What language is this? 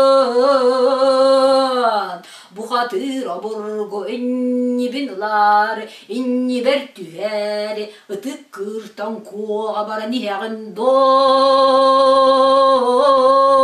Yakut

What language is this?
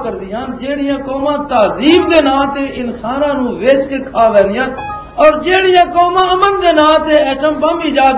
Western Panjabi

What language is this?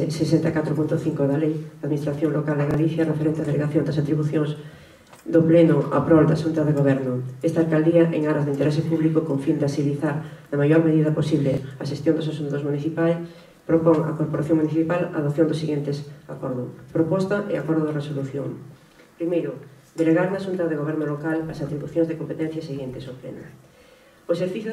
Galician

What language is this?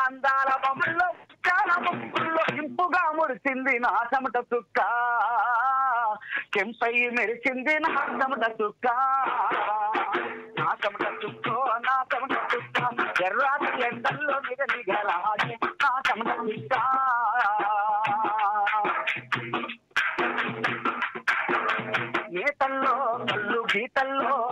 Telugu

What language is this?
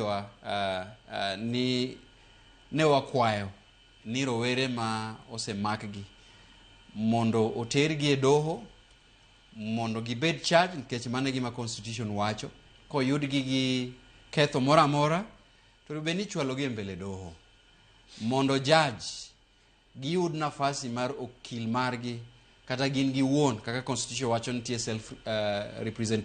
Luo (Kenya and Tanzania)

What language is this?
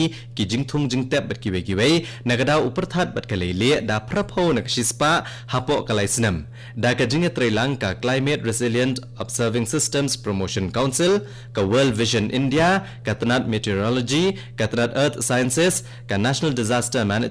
Khasi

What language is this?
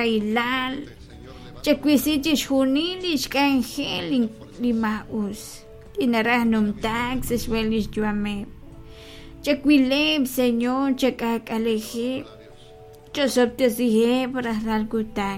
Kekchí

